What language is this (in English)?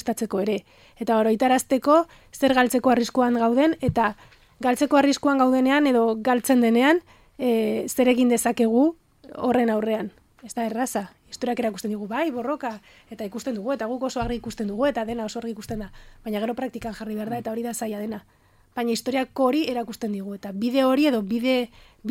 Basque